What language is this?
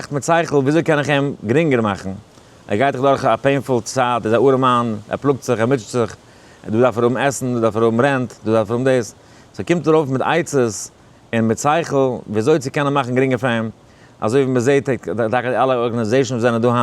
Yiddish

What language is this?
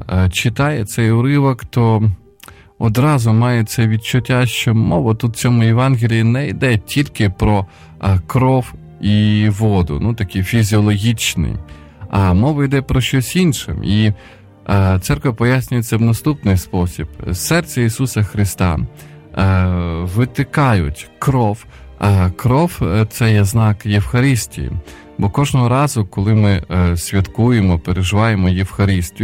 Ukrainian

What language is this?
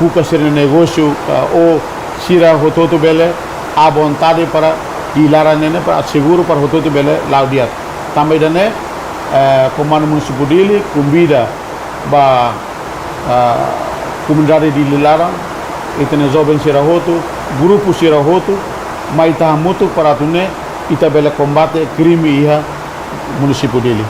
Tetum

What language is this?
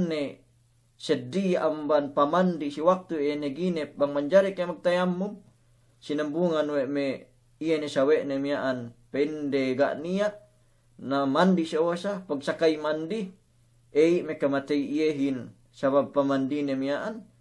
Yakan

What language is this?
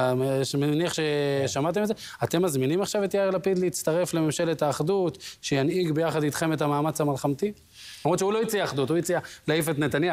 Hebrew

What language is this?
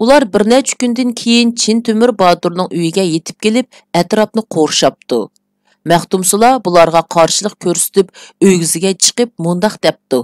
Uyghur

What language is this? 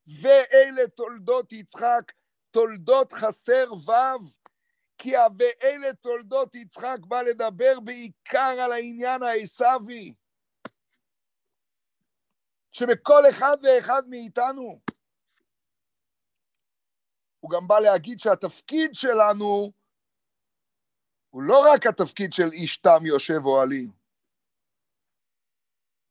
Hebrew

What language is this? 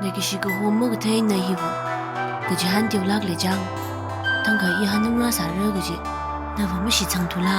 Tangkhul Naga (India)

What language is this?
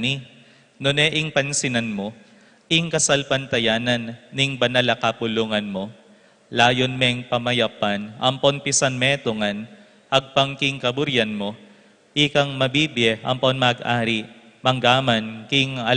Pampanga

